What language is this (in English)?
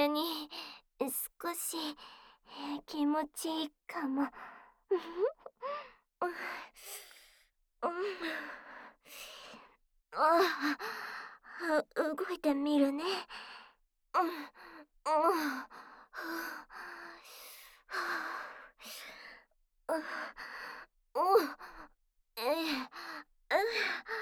Japanese